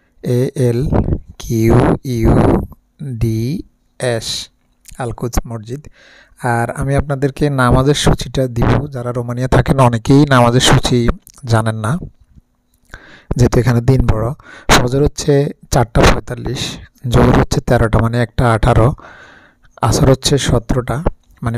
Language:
Bangla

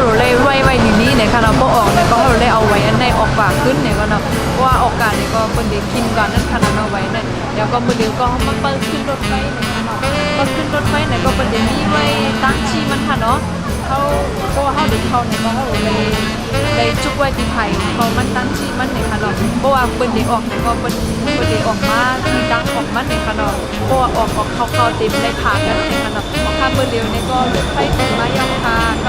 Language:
Shan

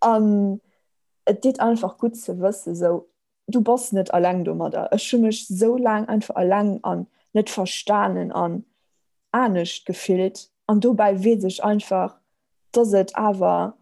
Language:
Luxembourgish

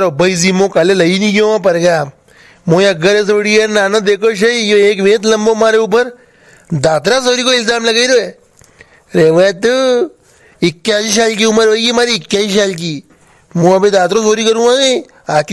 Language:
Rajasthani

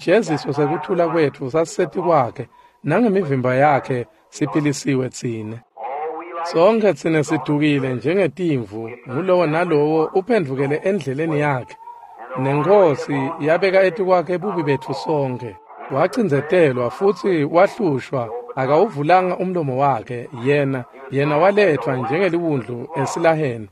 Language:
Swati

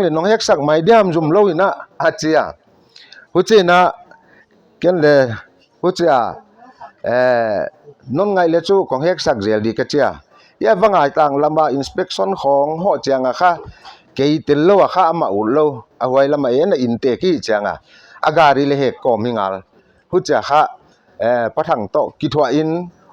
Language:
Paite Chin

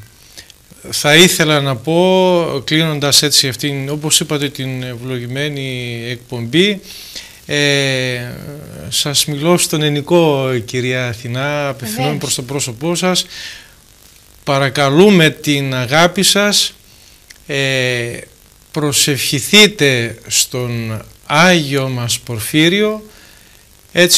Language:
Greek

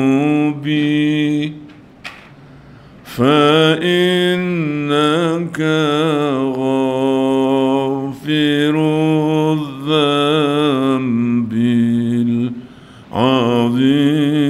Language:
Malay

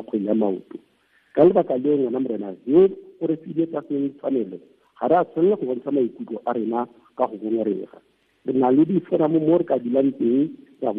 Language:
Tswana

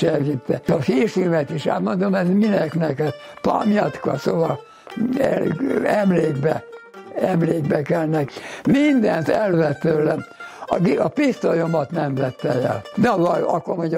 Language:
Hungarian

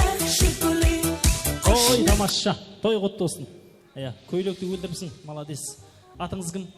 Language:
Kara-Kalpak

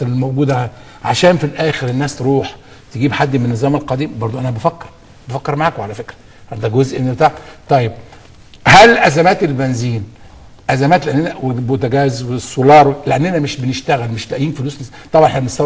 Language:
Egyptian Arabic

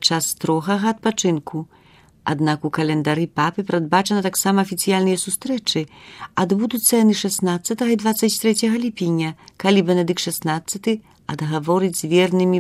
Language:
Belarusian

